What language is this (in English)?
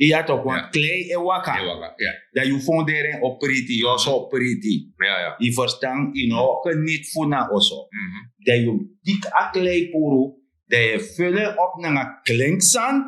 Sranan Tongo